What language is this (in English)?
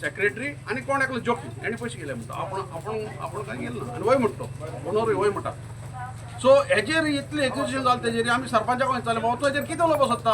Konkani